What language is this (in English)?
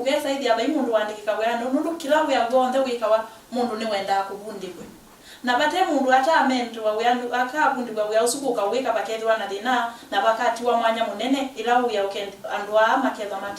Kamba